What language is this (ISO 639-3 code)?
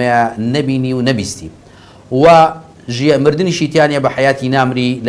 ckb